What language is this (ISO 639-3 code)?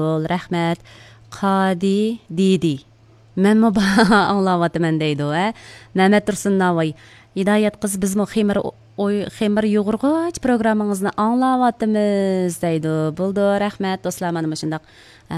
uig